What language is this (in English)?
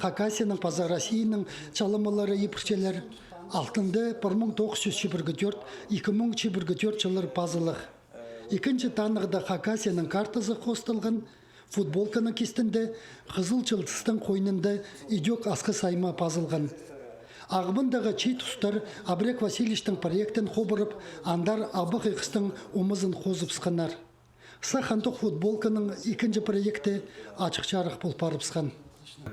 Khakas